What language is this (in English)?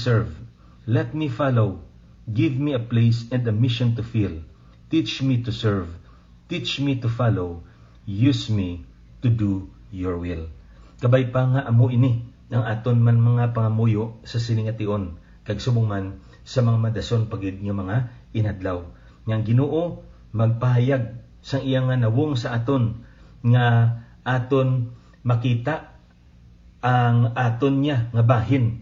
Hiligaynon